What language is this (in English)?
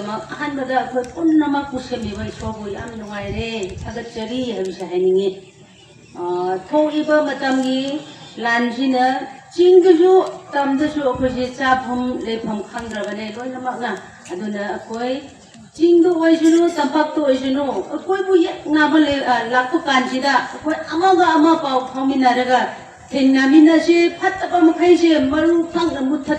Manipuri